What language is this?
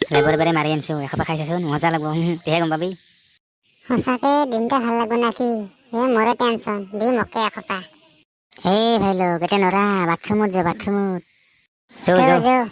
Assamese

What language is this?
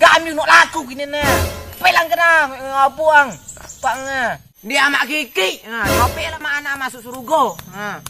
Minangkabau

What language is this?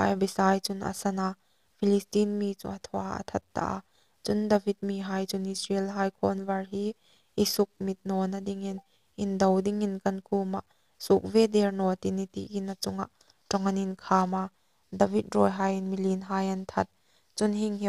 Hmar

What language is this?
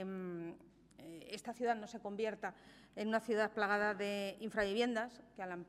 Spanish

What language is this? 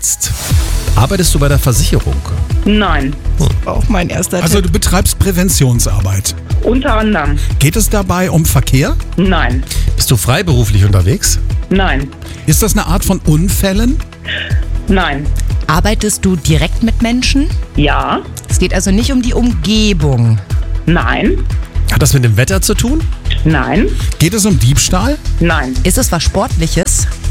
German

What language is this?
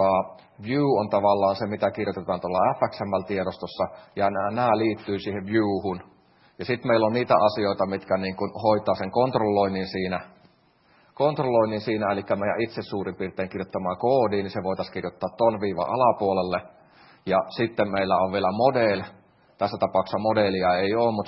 Finnish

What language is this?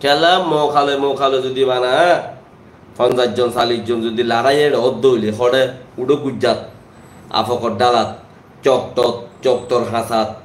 Rohingya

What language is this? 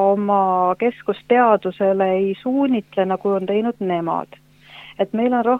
Estonian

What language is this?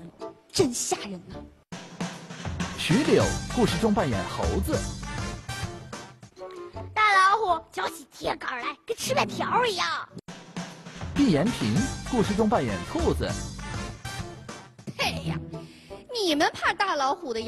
Chinese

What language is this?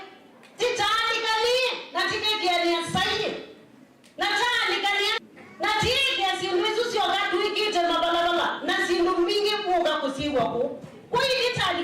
Kamba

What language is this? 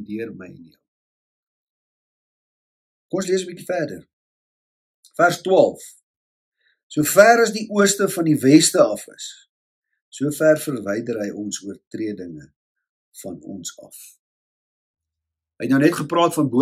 Afrikaans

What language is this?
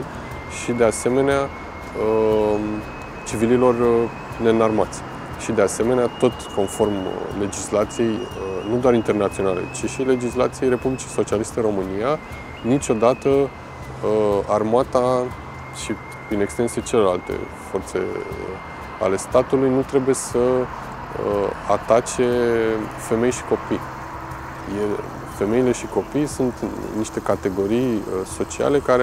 Romanian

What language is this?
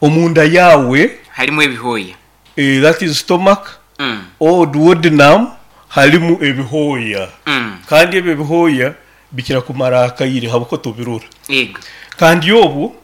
Nyoro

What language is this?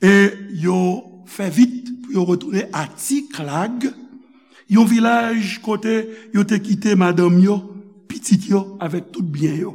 Haitian Creole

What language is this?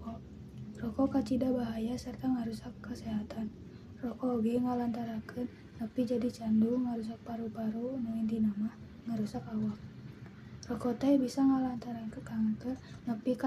Sundanese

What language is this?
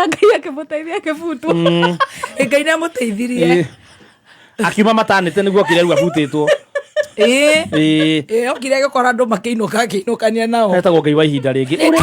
Kikuyu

